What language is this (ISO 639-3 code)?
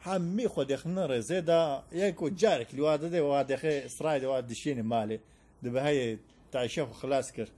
kur